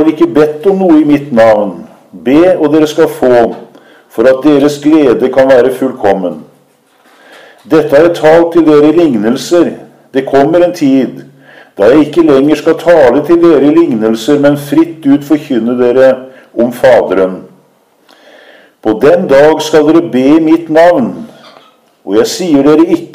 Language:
Norwegian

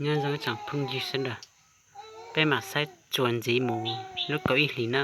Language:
Hmong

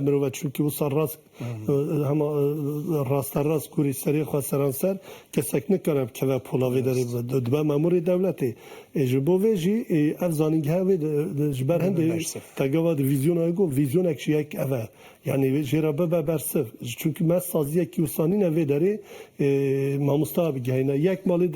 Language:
Kurdish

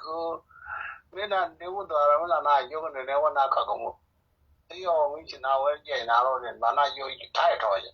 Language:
Nuer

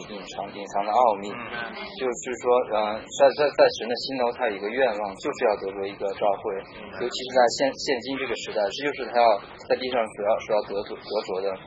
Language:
Chinese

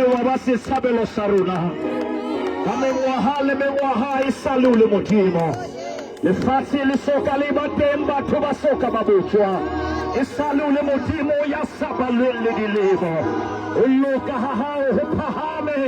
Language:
Southern Sotho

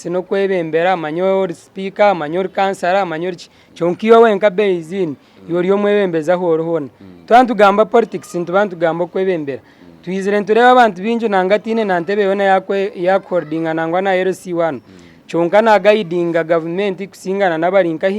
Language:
Nyankole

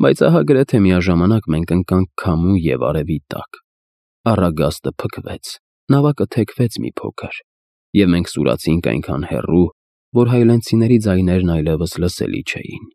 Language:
Armenian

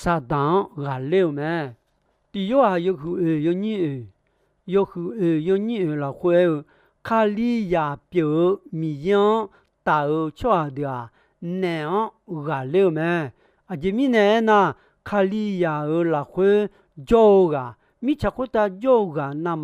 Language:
Akha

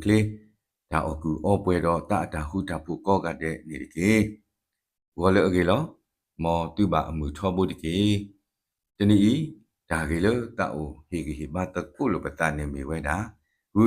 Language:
S'gaw Karen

